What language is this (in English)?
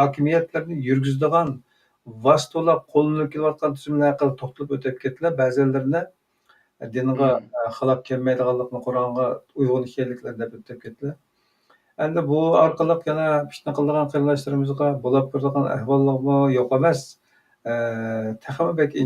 Uyghur